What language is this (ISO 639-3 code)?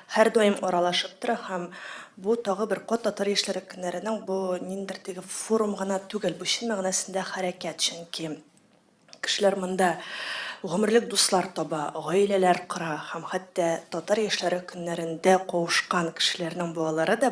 tat